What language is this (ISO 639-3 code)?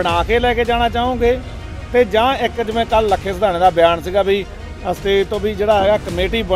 pan